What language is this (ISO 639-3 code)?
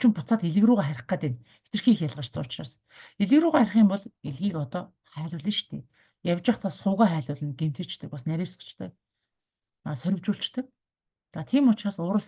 mon